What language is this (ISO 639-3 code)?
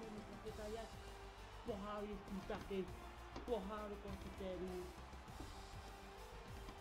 ces